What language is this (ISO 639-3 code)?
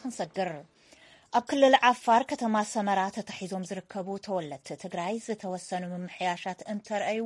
tir